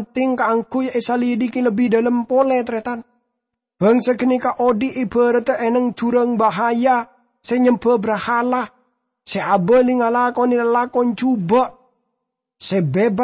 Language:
Madurese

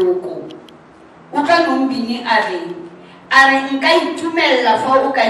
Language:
Tswana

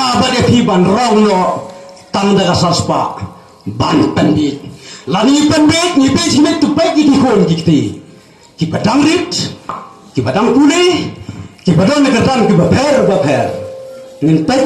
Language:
Khasi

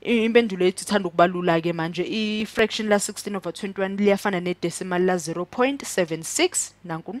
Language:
Zulu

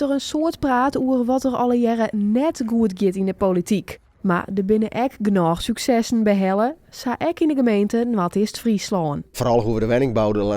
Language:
Western Frisian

